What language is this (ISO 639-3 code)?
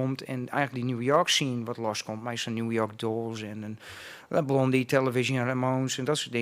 fry